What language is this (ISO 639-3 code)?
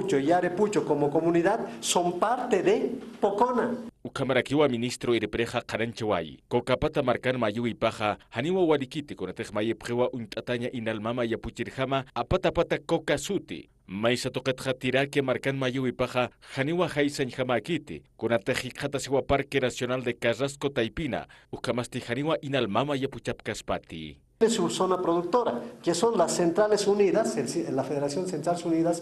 aym